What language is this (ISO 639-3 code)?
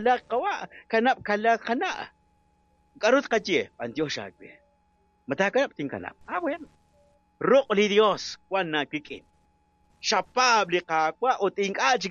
kek